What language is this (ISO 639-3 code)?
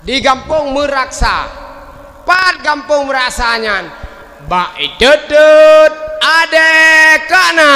ace